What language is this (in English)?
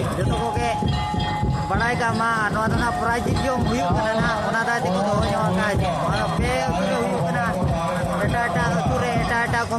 Santali